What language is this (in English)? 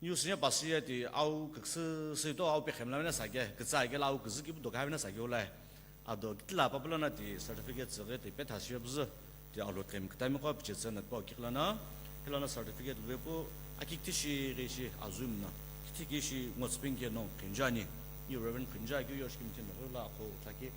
Sumi Naga